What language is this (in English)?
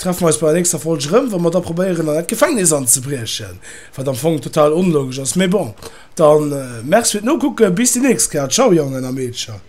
Luxembourgish